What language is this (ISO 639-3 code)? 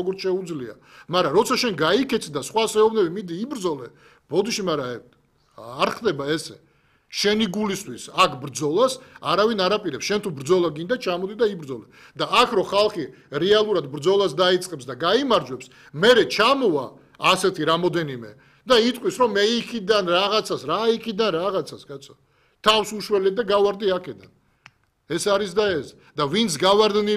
kat